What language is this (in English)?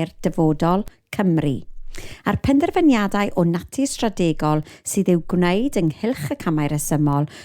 Welsh